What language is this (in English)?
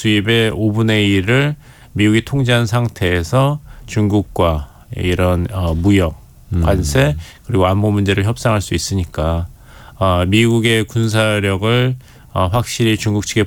Korean